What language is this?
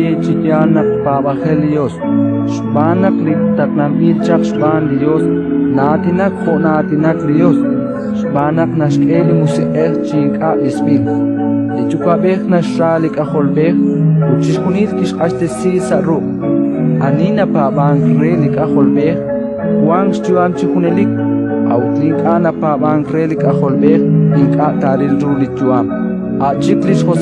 Kekchí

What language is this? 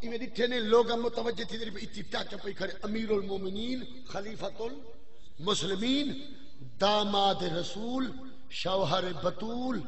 Saraiki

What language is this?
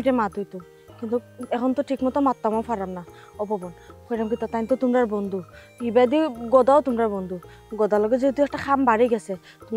Sylheti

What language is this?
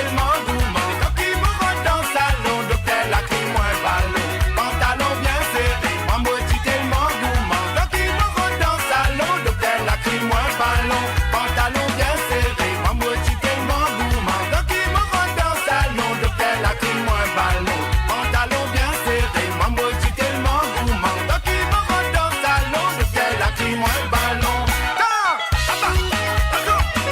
Morisyen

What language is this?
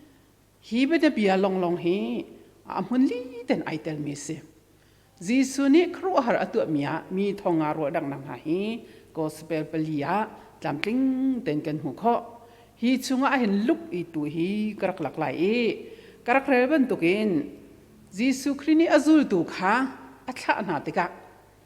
Hakha Chin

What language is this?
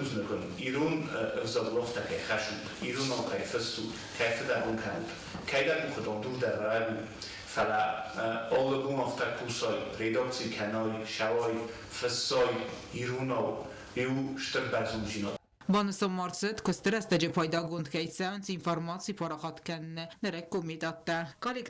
Ossetic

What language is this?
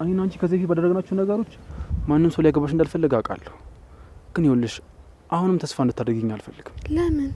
Amharic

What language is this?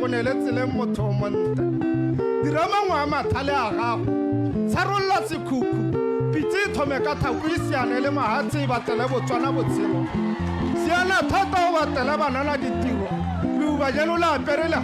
Tswana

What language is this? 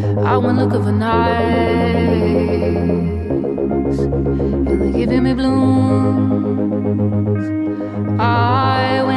Greek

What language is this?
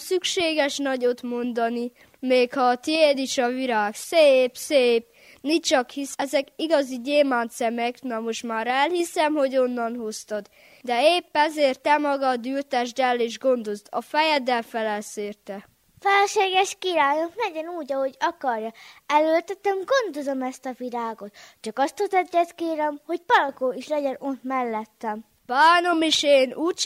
Hungarian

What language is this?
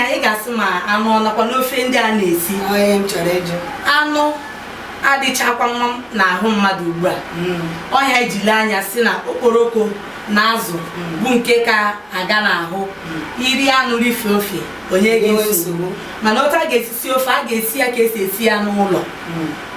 Igbo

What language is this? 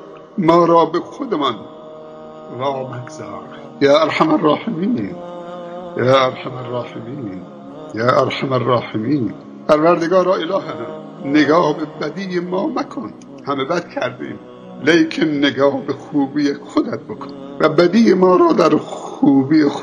Tajik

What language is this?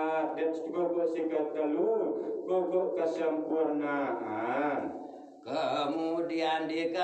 Sasak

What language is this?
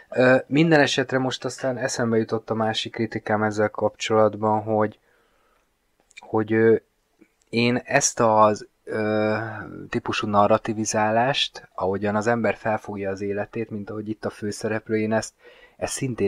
Hungarian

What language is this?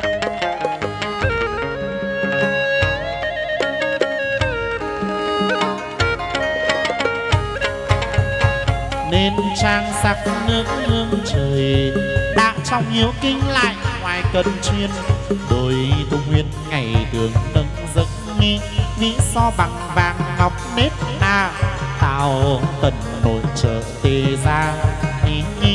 Vietnamese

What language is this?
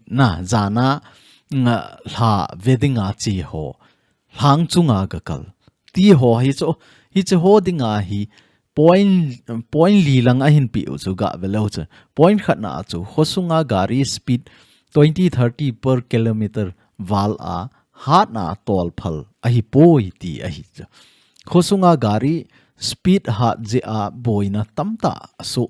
Thado Chin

